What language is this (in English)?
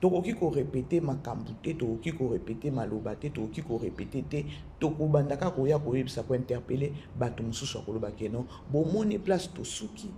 Lingala